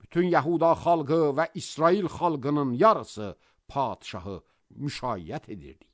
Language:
Azerbaijani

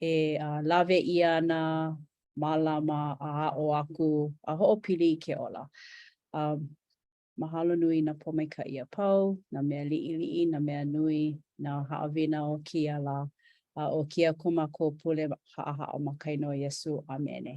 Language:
Hawaiian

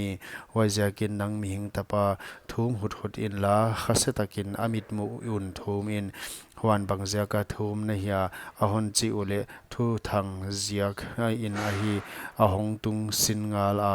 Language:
Paite Chin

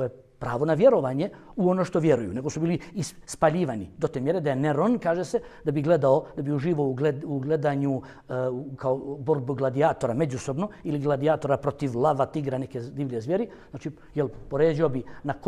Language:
Bosnian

